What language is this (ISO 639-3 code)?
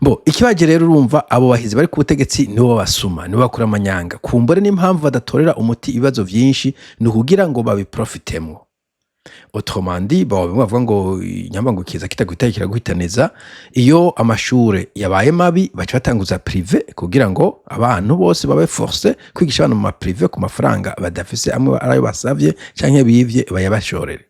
run